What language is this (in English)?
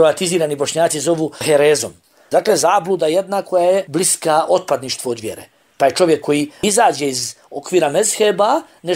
Bosnian